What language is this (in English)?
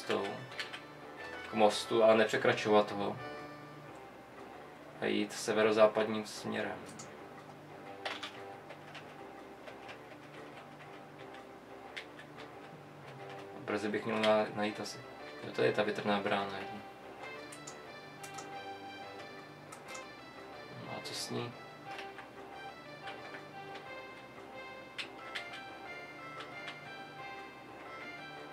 Czech